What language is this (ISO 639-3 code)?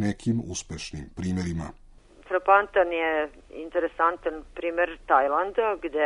srp